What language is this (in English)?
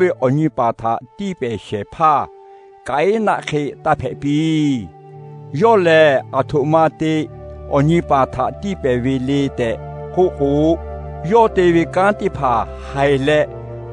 Lahu